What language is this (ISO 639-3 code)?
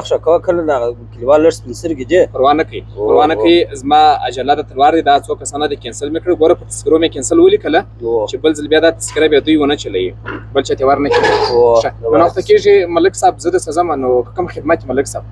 pus